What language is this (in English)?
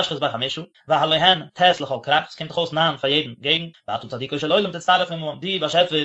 Yiddish